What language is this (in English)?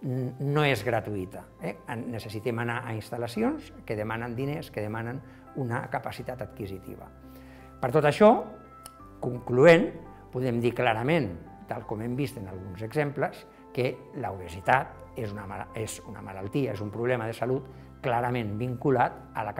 Catalan